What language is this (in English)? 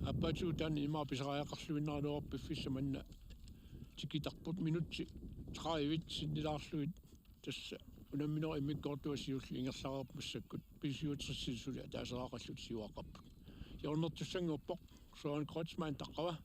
Kalaallisut